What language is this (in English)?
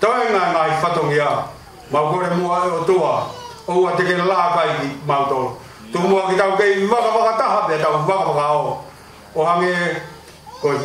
Tongan